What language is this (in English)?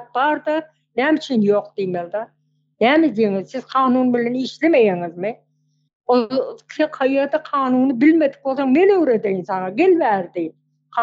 Turkmen